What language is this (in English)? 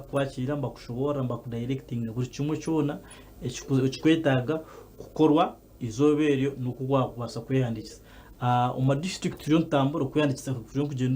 Nyankole